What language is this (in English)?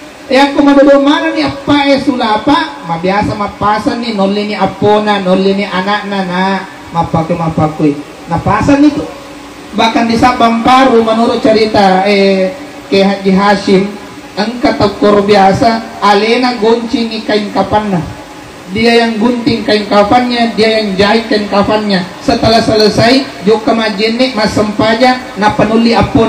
Buginese